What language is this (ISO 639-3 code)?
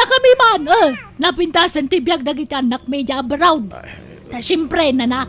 ilo